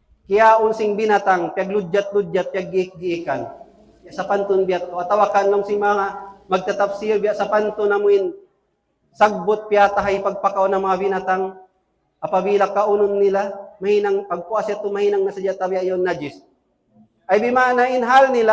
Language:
Tausug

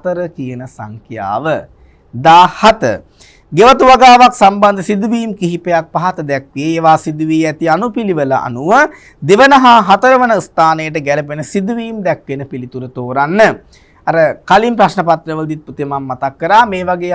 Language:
Sinhala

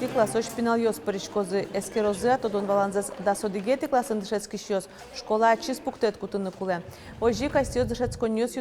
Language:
Udmurt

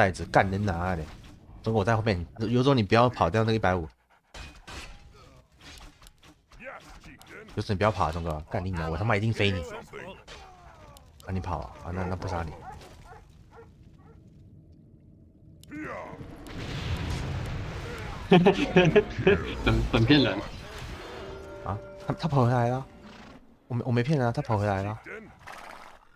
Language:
Chinese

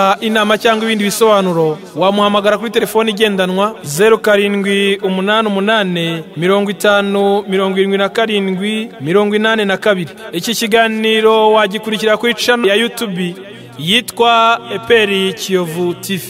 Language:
Kinyarwanda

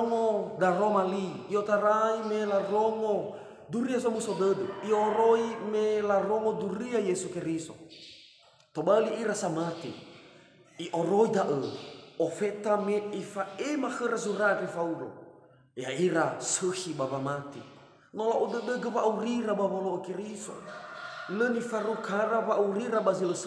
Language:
Nias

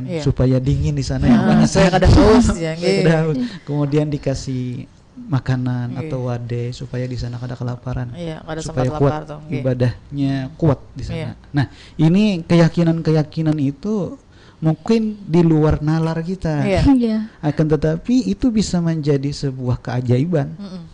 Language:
Banjar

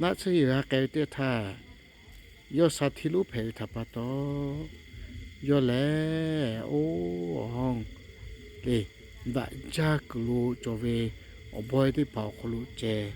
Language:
Lahu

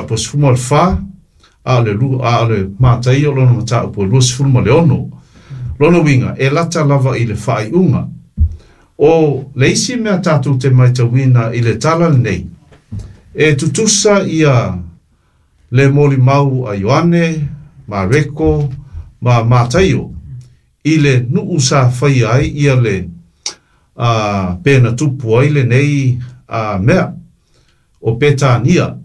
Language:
Samoan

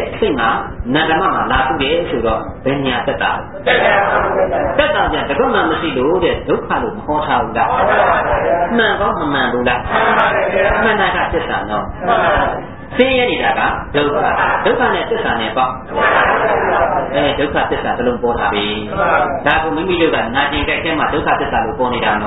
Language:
Burmese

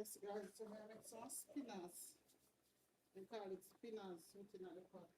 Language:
Jamaican Creole English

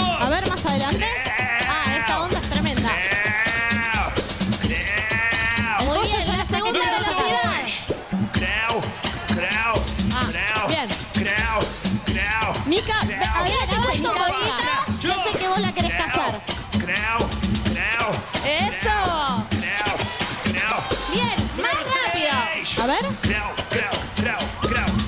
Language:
Spanish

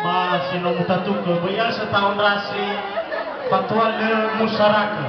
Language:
Nias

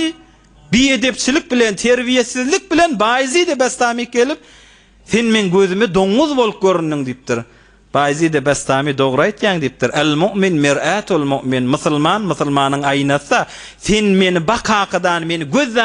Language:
Turkmen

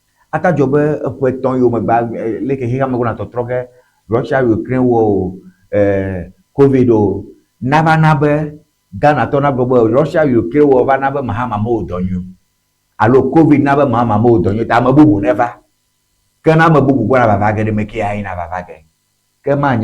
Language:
Ewe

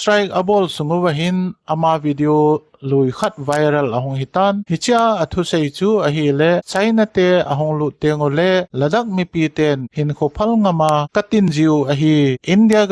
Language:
Thado Chin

